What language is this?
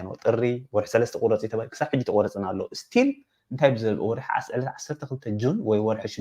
Tigrinya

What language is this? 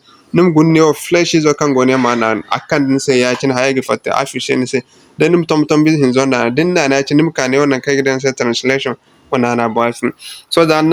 Zarma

